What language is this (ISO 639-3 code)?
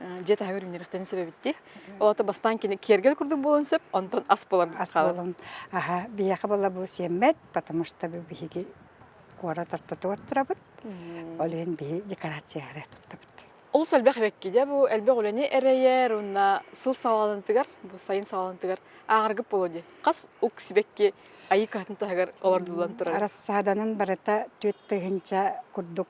sah